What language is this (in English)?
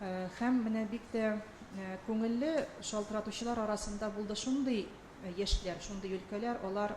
Tatar